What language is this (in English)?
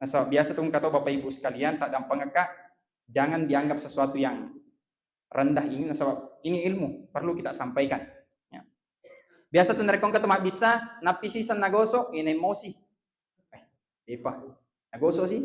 Buginese